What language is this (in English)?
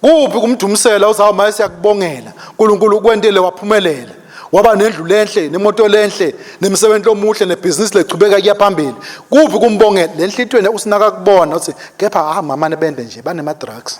Swati